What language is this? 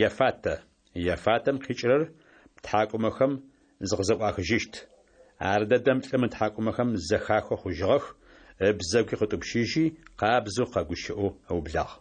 Adyghe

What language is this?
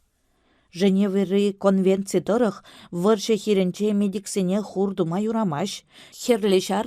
Chuvash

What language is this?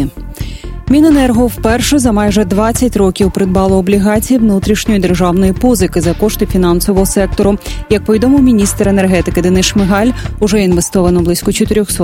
Ukrainian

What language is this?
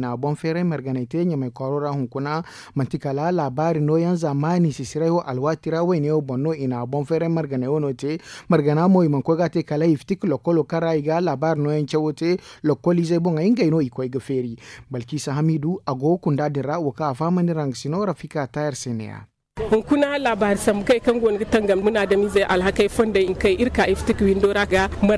Zarma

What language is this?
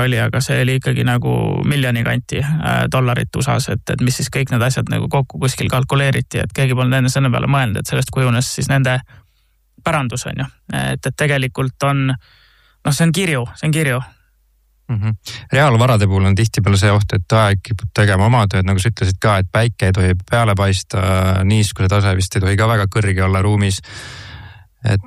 Estonian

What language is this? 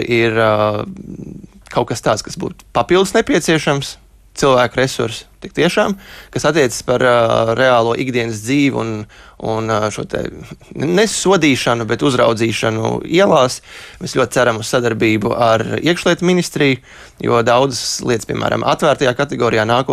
Latvian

